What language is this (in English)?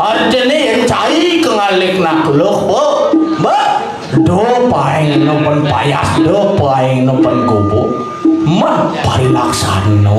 Balinese